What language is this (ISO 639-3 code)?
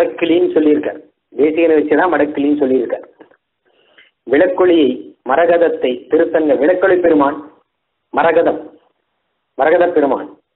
tam